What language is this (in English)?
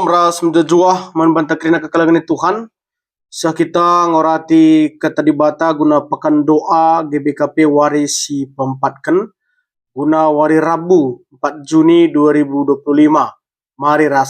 Batak Karo